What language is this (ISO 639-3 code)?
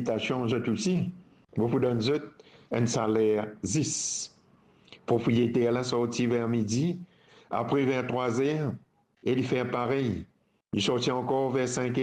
mfe